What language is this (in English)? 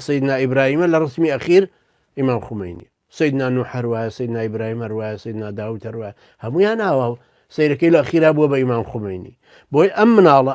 Central Kurdish